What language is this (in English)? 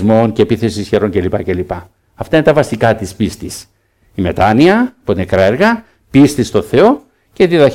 Greek